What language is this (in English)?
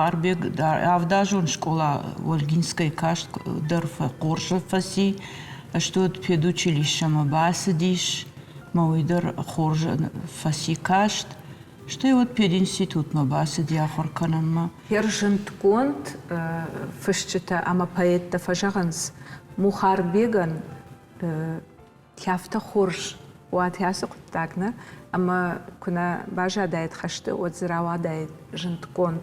Ossetic